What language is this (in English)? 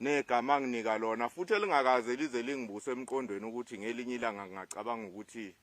Zulu